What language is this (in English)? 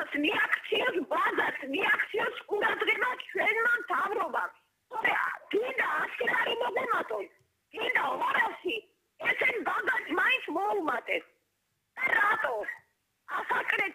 Georgian